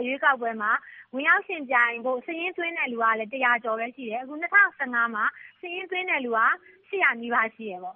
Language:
Burmese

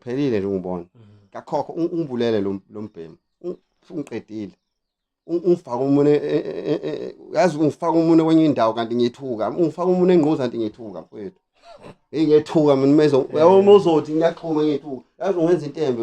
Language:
Zulu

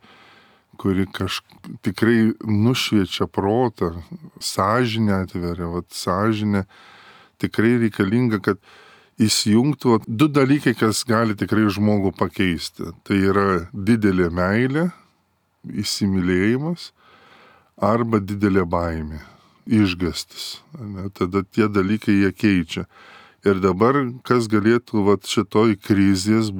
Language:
Lithuanian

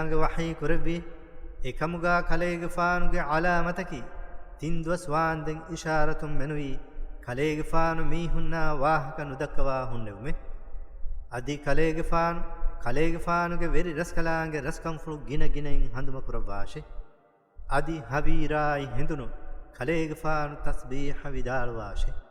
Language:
Divehi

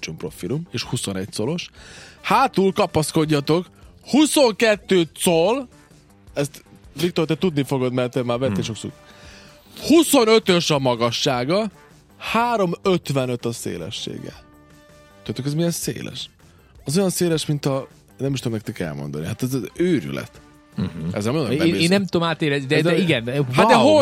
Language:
Hungarian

